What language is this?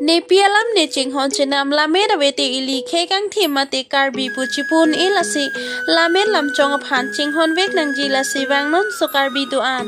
Karbi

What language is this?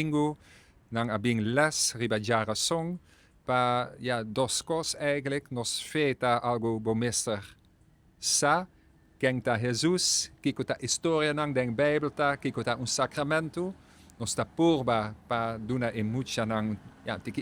Papiamento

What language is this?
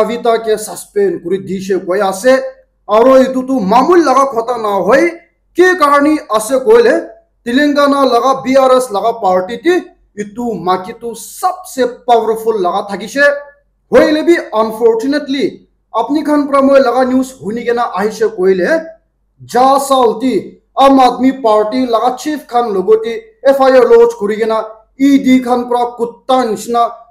Naga Pidgin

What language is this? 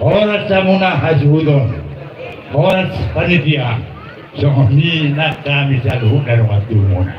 Batak Toba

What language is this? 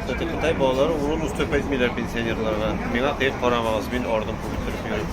Tatar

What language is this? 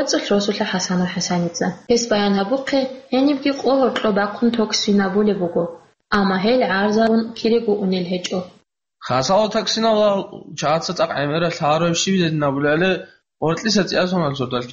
Avaric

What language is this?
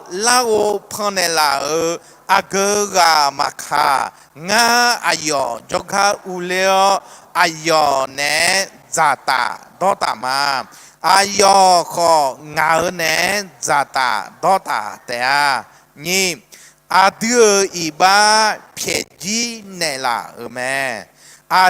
Akha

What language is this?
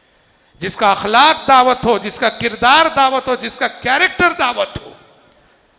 Urdu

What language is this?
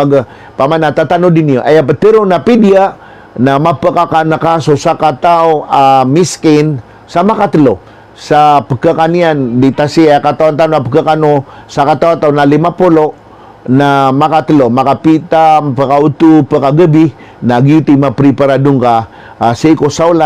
Maranao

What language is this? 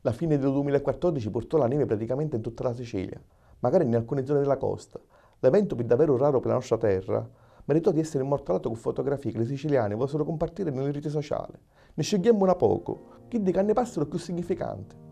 Sicilian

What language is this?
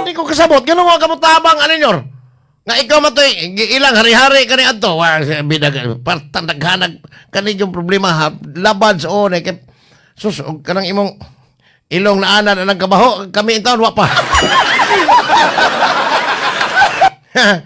Cebuano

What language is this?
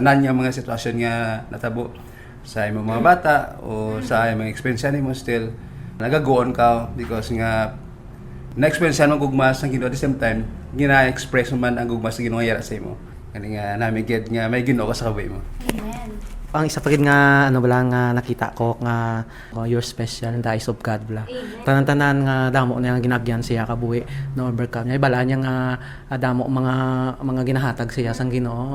Hiligaynon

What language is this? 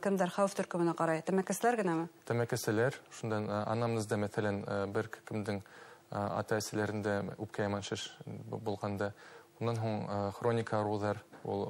Bashkir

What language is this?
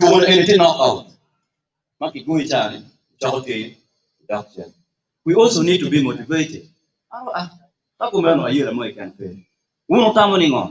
Acoli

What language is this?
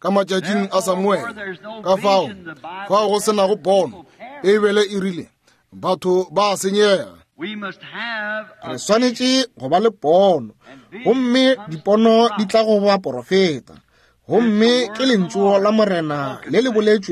Northern Sotho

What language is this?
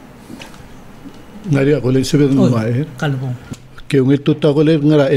Palauan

